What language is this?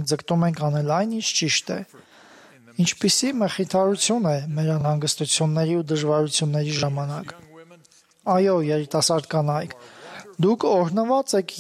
Armenian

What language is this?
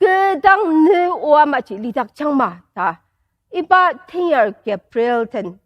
Ao Naga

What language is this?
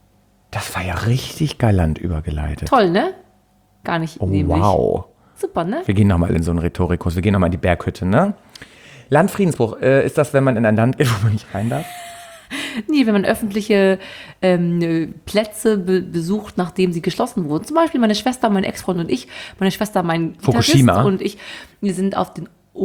German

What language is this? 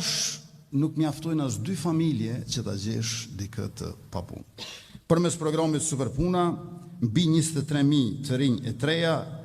Albanian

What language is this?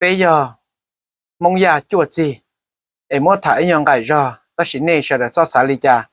Hmong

